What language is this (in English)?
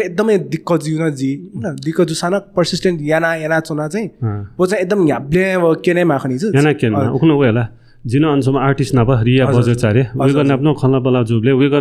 Newari